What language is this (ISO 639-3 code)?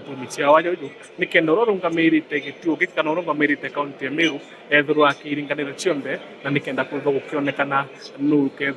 mer